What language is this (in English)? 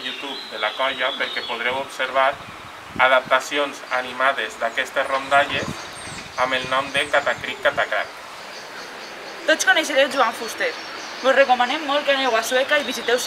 Catalan